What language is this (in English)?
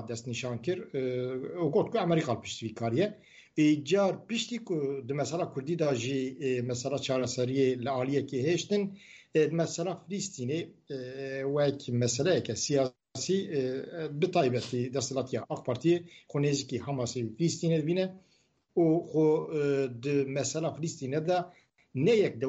Kurdish